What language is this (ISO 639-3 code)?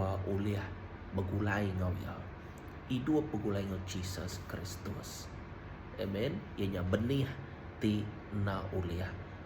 iba